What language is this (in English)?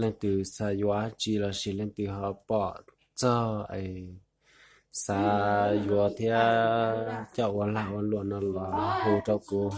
Hmong